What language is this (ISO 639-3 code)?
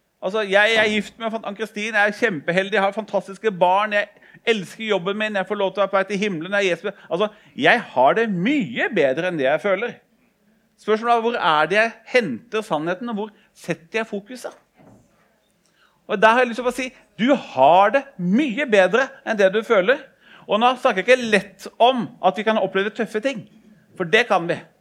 nor